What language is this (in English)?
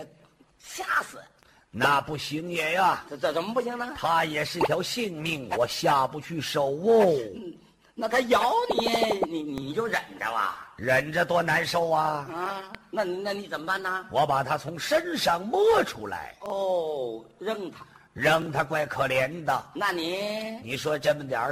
Chinese